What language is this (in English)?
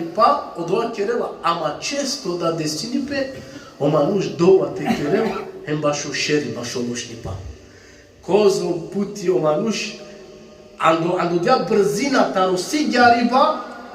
Balkan Romani